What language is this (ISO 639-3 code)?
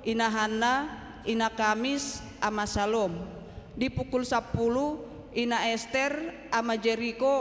bbc